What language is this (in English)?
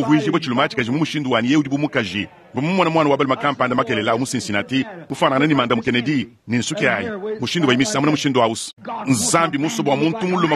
Luba-Lulua